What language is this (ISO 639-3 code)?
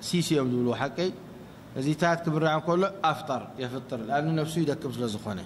tir